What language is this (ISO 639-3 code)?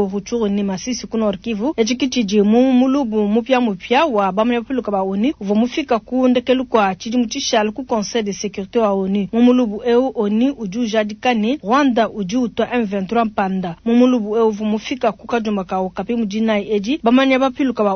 lua